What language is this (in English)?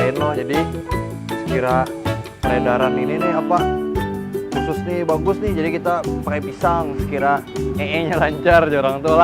Banjar